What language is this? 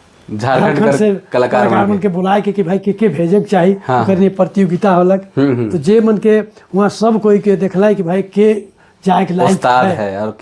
Sadri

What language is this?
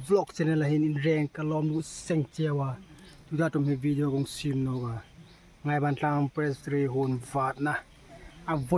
Hmar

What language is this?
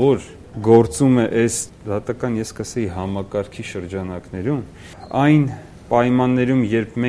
Armenian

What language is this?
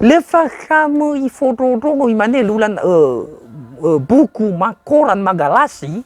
Nias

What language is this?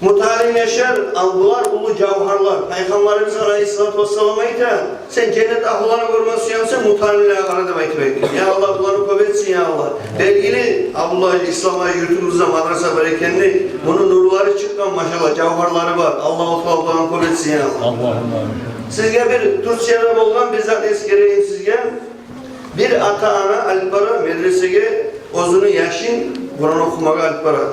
Kumyk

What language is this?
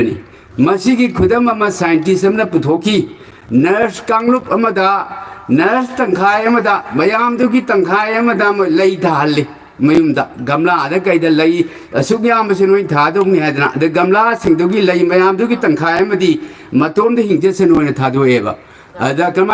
Manipuri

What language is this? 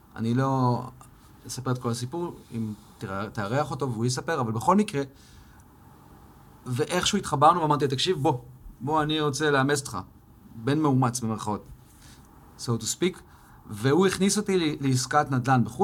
Hebrew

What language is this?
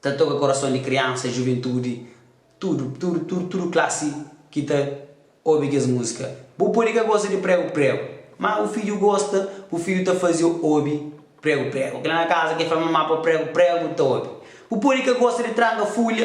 Kabuverdianu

